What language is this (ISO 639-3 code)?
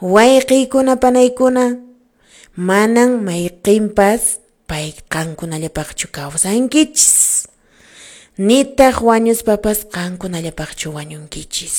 que